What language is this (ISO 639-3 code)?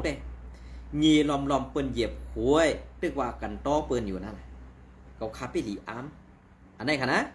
shn